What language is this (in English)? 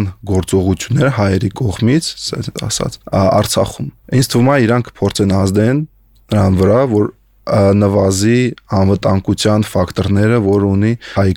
Armenian